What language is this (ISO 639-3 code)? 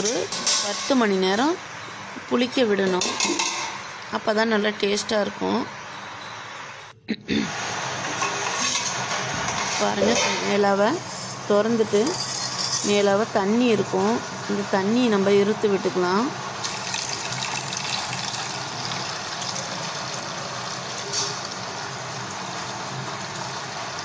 tam